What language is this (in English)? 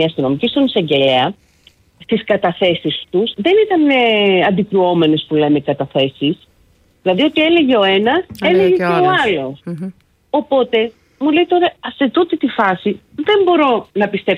Greek